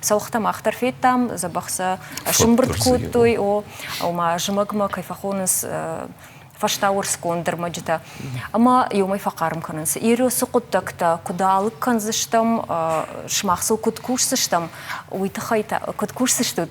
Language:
Ossetic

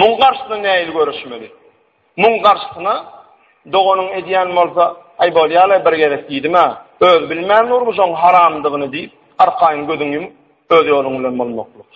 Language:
Turkmen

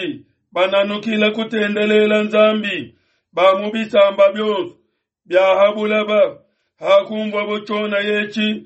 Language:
Luba-Lulua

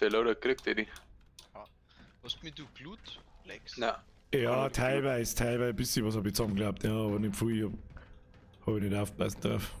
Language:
Bavarian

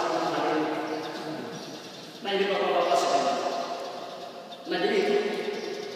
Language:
Indonesian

